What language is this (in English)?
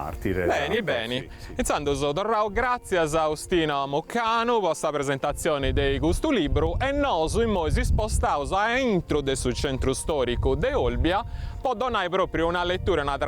Sardinian